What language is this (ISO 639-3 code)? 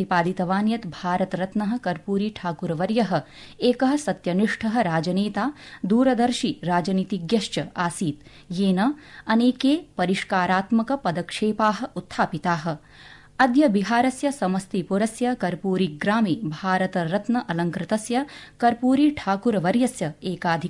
san